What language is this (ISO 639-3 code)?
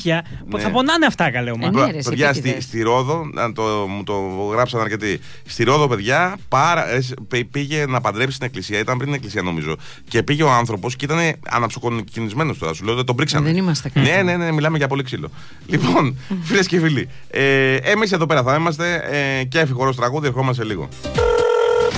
ell